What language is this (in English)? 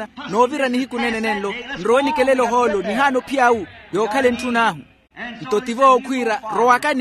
Makhuwa